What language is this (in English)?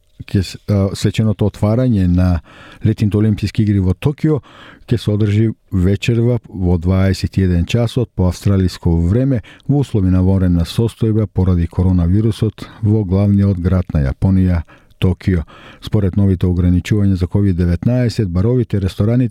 Macedonian